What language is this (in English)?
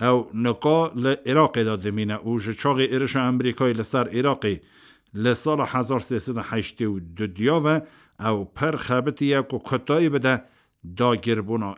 Kurdish